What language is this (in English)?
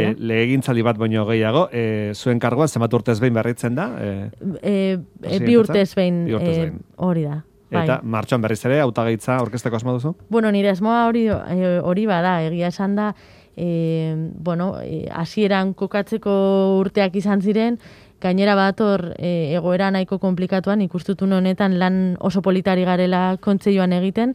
Basque